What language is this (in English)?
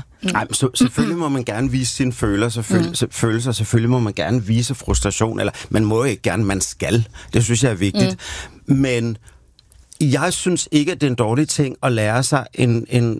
Danish